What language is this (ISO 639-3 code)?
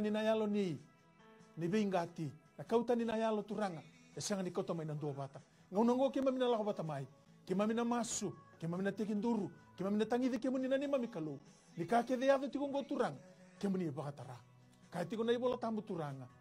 fij